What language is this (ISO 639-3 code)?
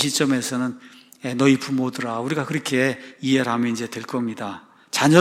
kor